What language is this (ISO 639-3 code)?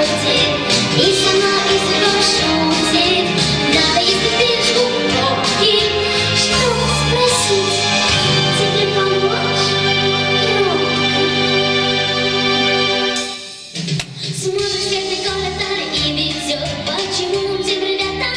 rus